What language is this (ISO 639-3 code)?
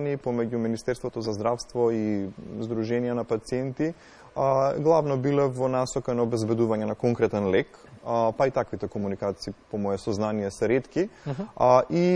mkd